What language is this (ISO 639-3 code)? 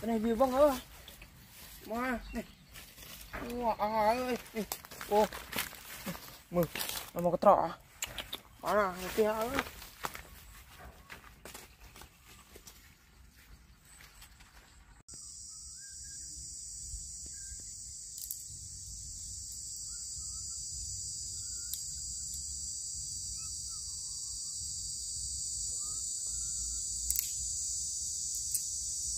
vie